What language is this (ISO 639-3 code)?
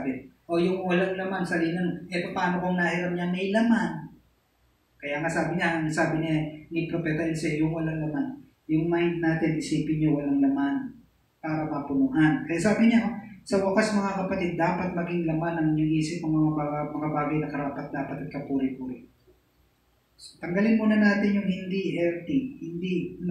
fil